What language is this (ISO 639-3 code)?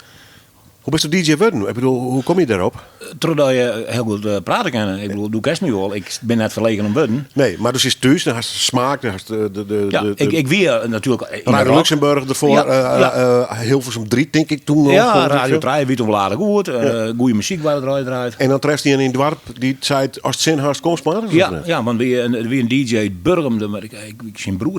fry